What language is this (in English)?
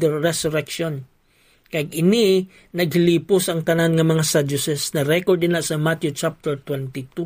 Hiligaynon